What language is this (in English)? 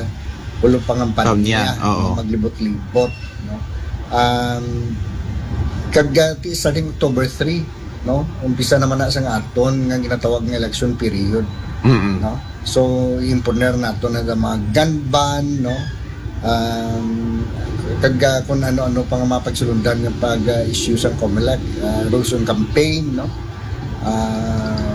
Aklanon